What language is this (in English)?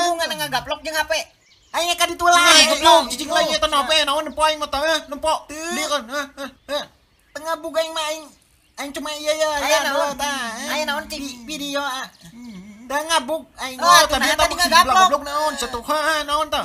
Sundanese